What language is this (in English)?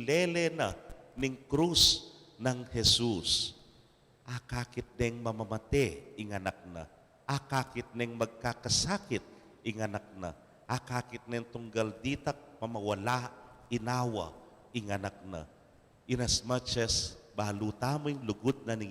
Pampanga